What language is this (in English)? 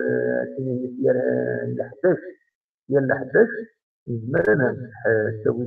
Kabyle